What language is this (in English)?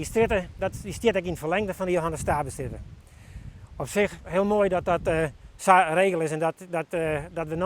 Western Frisian